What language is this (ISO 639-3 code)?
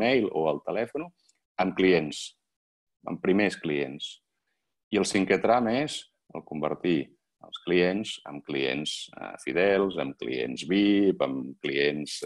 cat